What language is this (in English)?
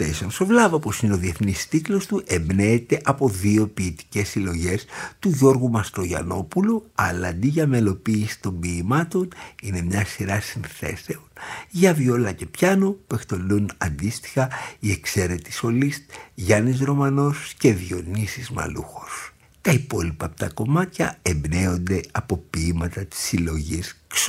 Greek